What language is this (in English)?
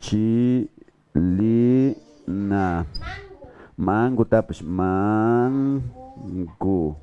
Imbabura Highland Quichua